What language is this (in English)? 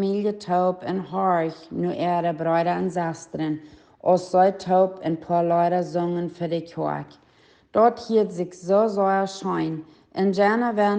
Plautdietsch